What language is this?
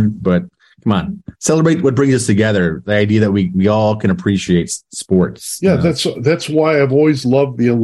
English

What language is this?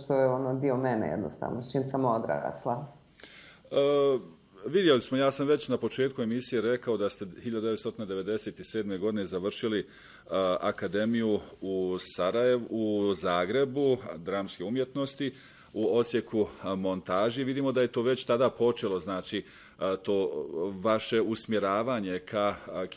Bosnian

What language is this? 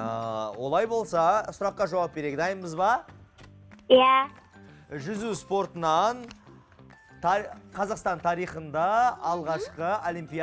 Kazakh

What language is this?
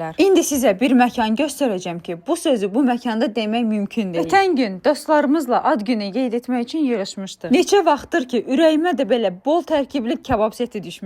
Azerbaijani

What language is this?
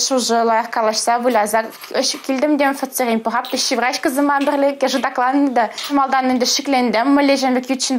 Chuvash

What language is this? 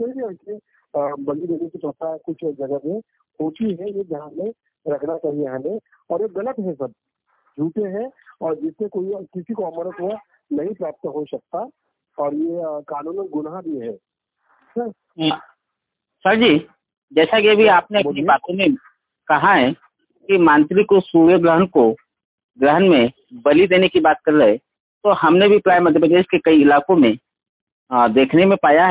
Hindi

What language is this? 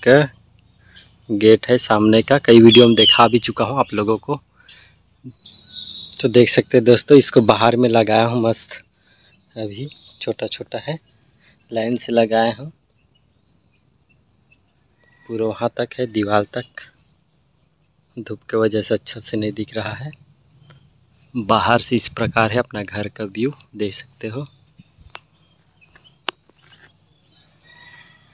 Hindi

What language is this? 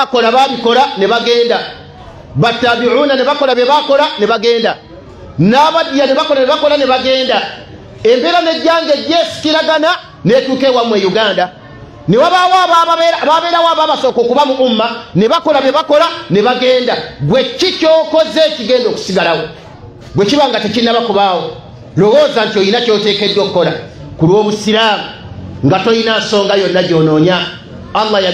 Ganda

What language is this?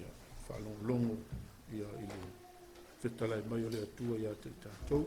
Samoan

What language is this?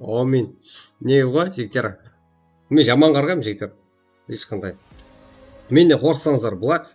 Kara-Kalpak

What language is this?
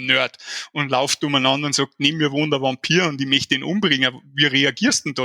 Bavarian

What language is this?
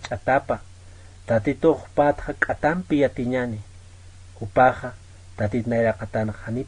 Aymara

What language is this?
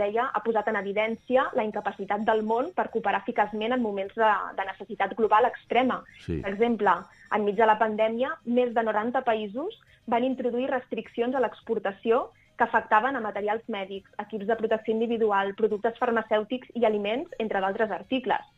Catalan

